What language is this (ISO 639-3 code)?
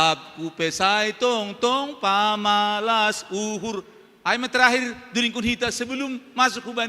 bts